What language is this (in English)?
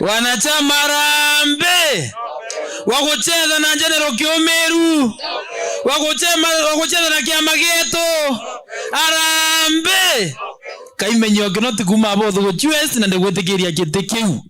Meru